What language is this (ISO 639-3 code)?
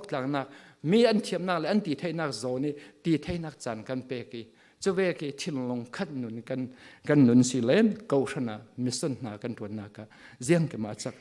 cfm